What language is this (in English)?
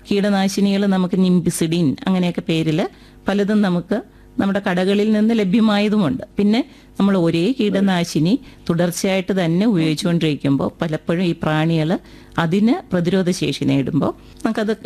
Malayalam